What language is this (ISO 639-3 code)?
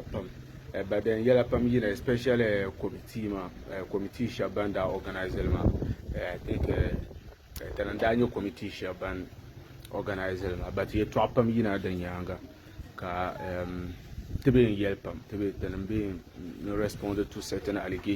dag